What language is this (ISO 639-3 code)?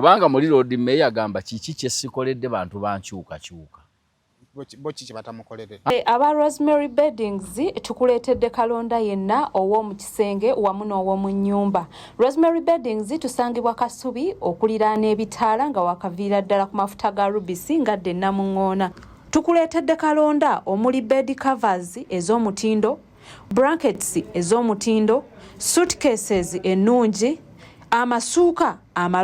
lug